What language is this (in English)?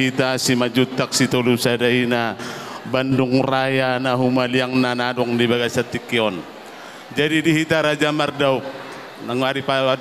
Batak Toba